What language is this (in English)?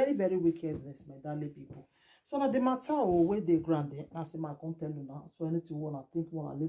Nigerian Pidgin